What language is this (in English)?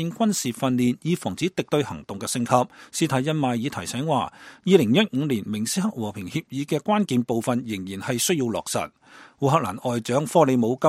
Cantonese